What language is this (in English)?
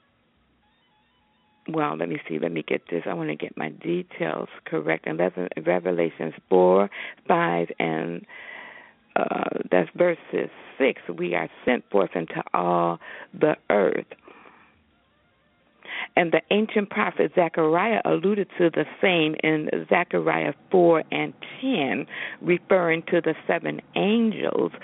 English